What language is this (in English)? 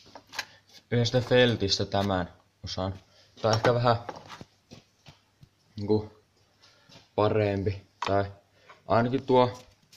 Finnish